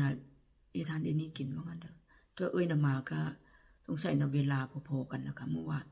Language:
Northeastern Thai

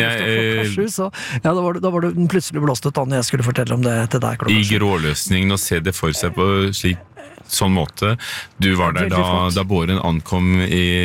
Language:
Norwegian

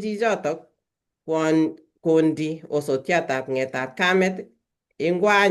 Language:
Kalenjin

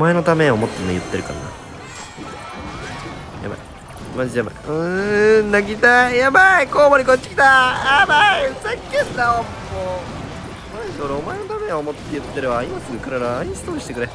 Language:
Japanese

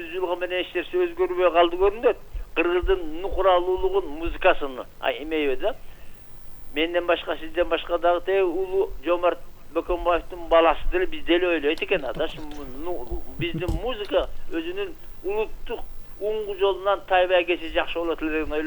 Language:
Kyrgyz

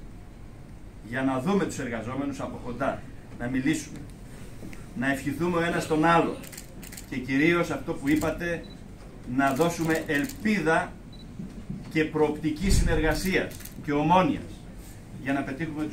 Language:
Greek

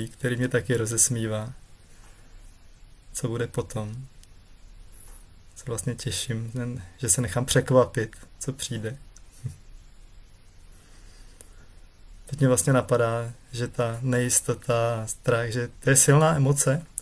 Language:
Czech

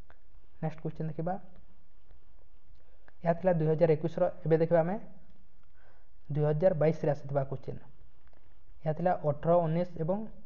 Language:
Odia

